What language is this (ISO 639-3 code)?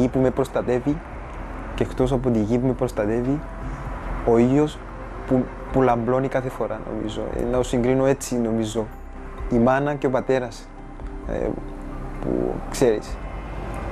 ell